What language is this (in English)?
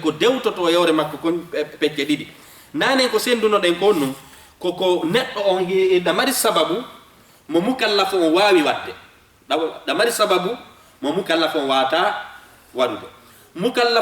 Fula